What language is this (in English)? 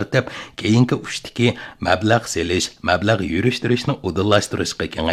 Uyghur